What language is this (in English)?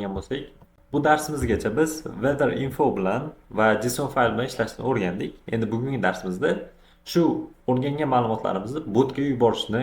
Uzbek